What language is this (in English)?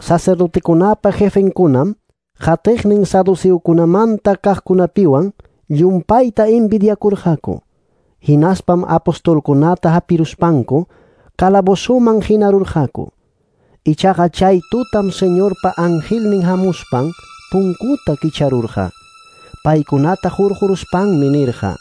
Ayacucho Quechua